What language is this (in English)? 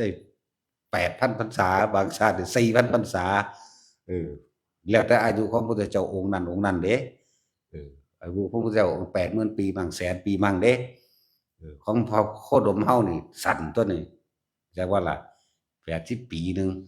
Northeastern Thai